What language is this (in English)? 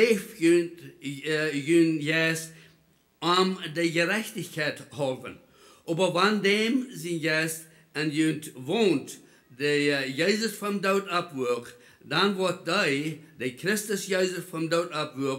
Plautdietsch